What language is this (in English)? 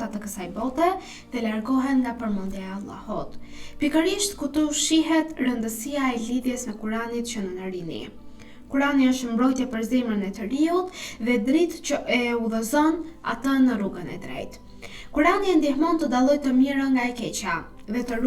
Albanian